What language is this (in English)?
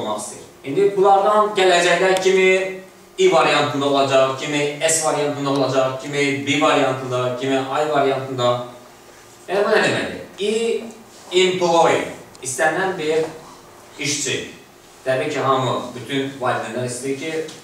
Azerbaijani